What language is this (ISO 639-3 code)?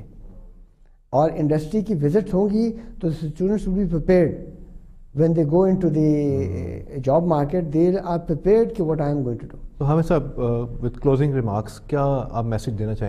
urd